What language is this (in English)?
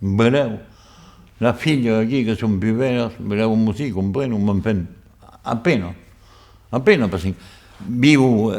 Occitan